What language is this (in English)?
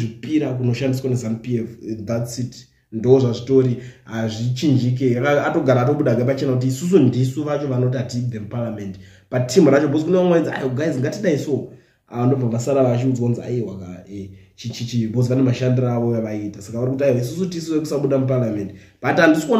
Shona